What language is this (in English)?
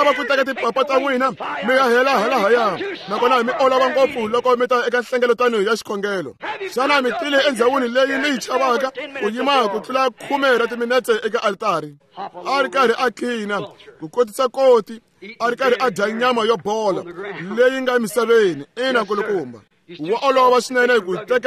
Tsonga